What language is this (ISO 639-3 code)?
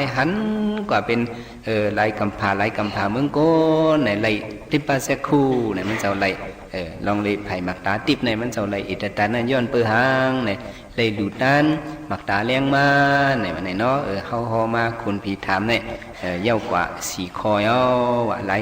shn